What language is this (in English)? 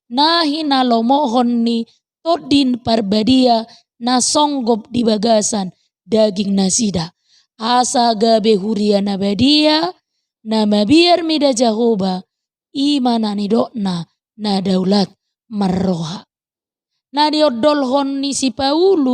Batak Toba